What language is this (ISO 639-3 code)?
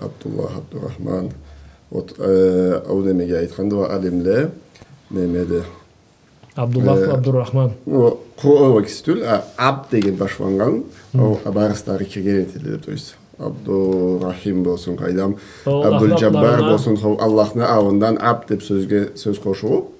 krc